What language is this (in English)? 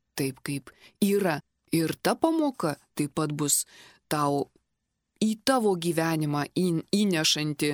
Lithuanian